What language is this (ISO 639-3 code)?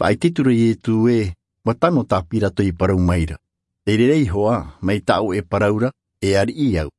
tah